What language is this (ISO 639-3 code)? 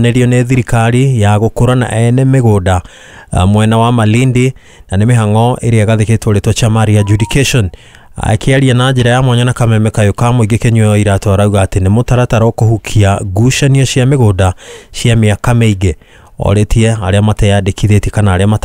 kik